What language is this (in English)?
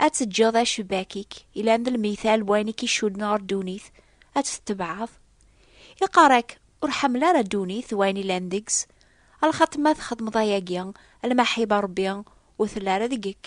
Kabyle